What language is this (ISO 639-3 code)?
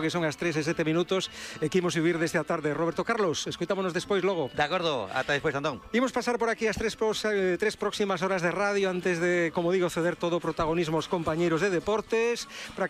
glg